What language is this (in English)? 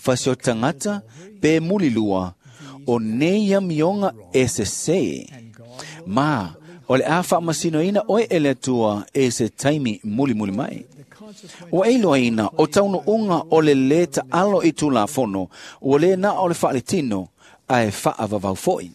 Samoan